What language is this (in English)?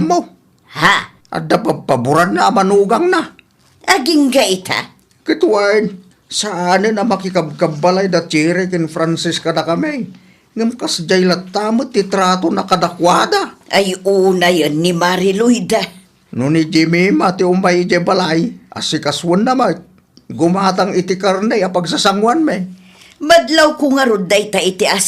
Iloko